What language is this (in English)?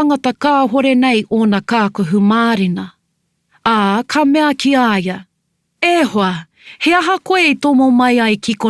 Māori